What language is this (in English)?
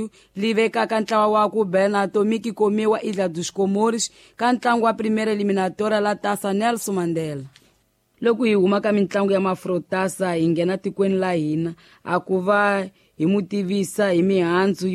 Tsonga